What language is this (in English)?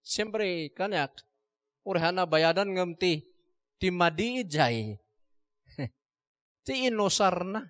Iloko